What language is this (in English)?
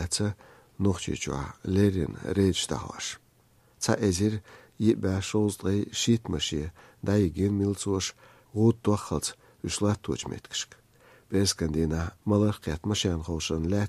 Chechen